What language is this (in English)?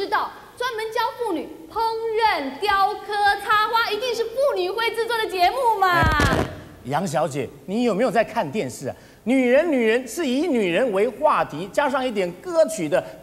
Chinese